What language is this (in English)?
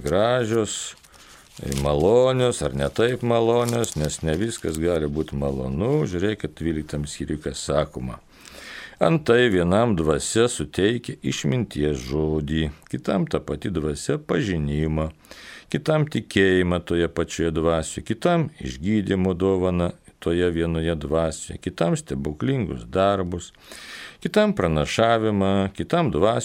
Lithuanian